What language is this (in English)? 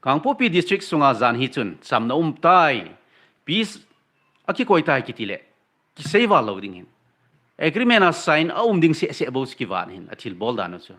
Thado Chin